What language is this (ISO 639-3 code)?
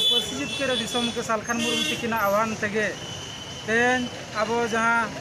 sat